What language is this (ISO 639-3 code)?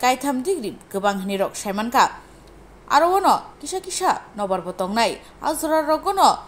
trp